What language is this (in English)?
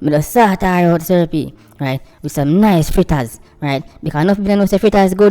Jamaican Creole English